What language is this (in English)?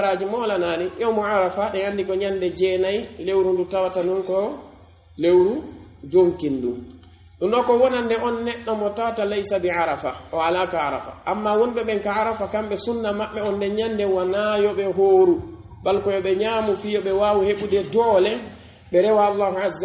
Pular